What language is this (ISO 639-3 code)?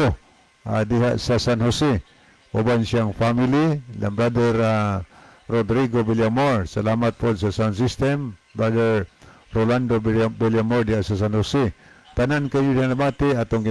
ceb